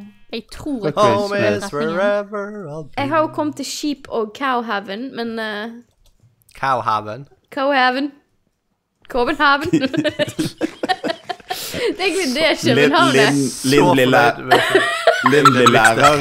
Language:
Norwegian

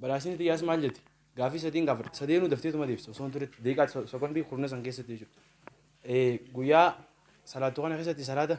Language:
Oromo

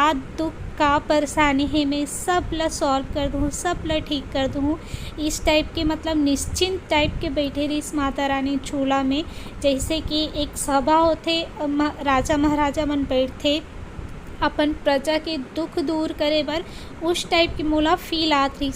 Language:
Chhattisgarhi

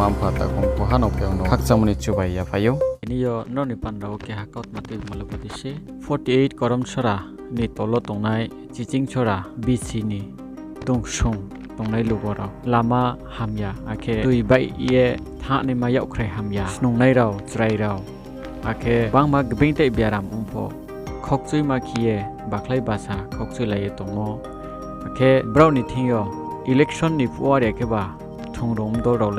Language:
Riang (India)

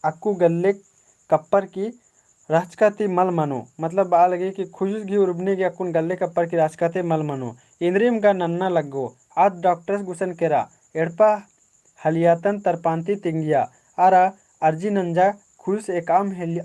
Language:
Kurukh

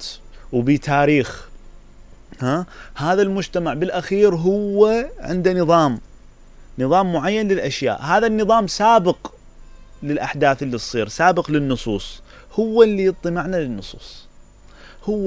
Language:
Mesopotamian Arabic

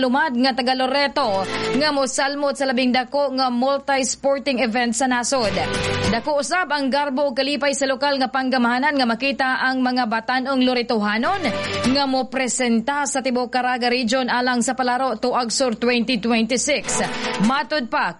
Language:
Cebuano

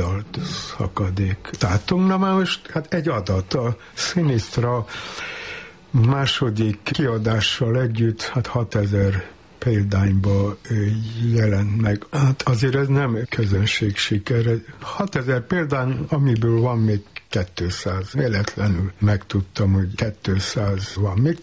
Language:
Hungarian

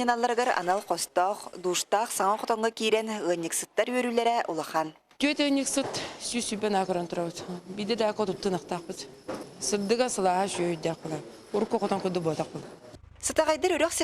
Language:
Yakut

